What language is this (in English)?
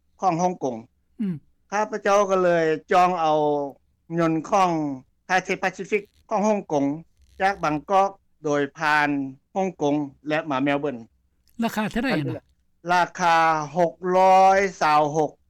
Lao